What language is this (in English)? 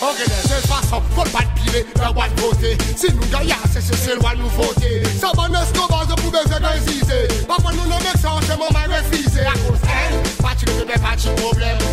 Seselwa Creole French